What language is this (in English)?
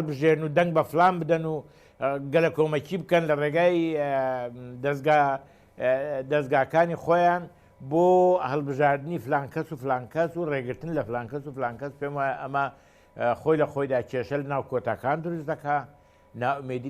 Central Kurdish